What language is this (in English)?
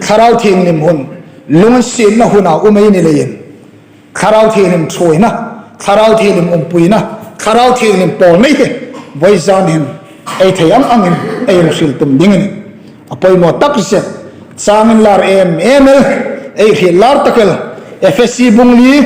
Hmar